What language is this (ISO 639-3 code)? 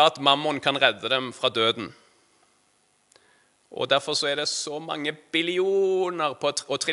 nor